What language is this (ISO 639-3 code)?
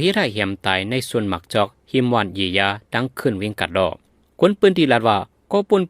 shn